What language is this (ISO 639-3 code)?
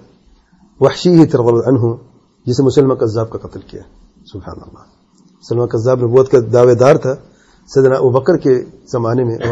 urd